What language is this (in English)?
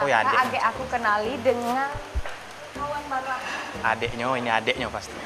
Musi